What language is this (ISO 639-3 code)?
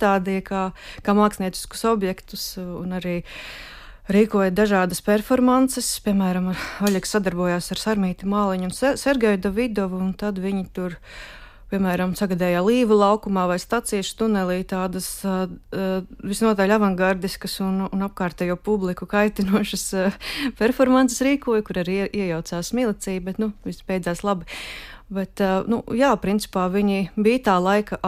lav